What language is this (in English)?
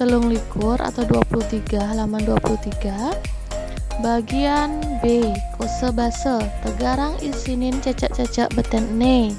Balinese